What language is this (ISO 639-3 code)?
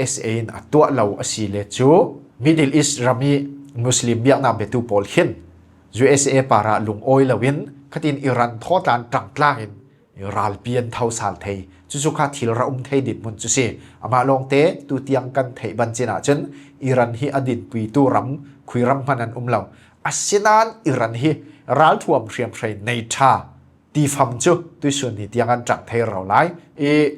cfm